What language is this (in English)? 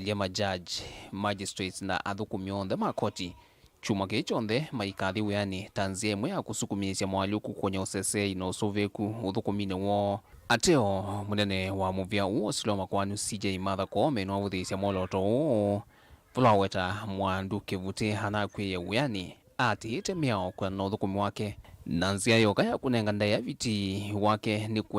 Kamba